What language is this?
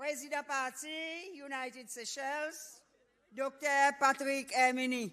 Seselwa Creole French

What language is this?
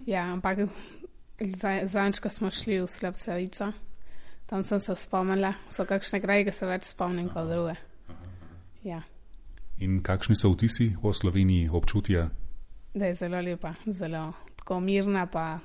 Slovenian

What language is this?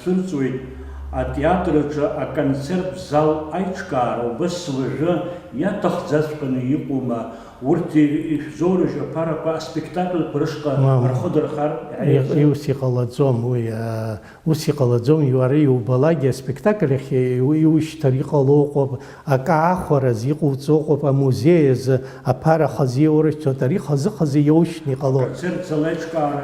Abkhazian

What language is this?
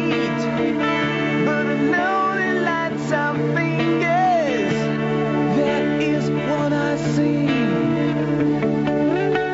Bulgarian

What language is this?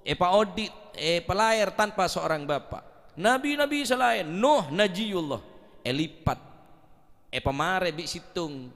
Madurese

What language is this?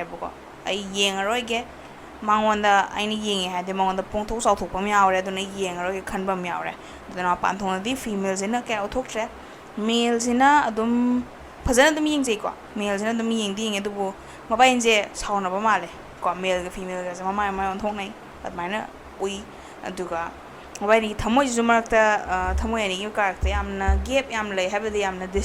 Manipuri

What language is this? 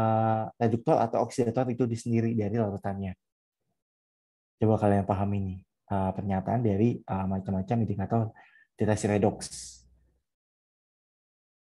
Indonesian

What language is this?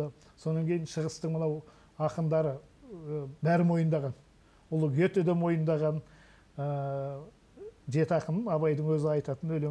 Kazakh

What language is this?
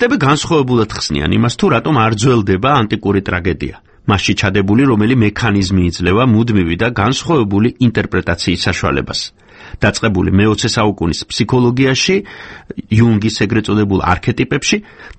Georgian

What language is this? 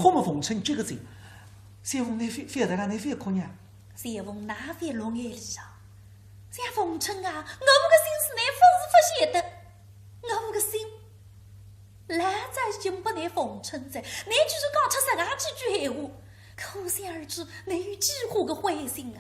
Wu Chinese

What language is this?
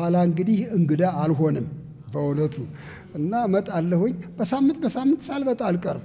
Amharic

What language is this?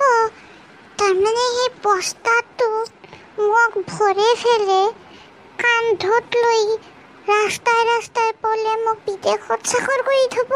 Assamese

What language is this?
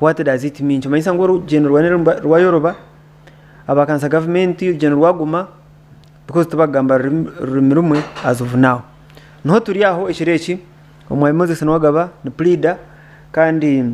Nyankole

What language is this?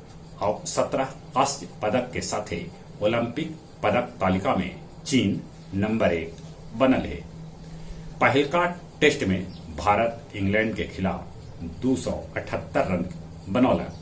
Magahi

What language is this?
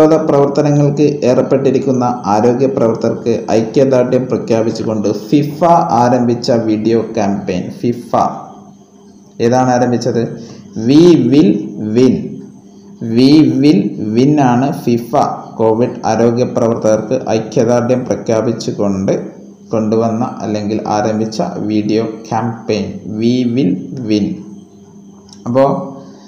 Malayalam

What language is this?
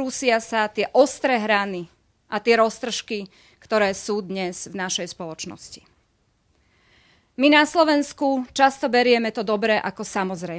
Slovak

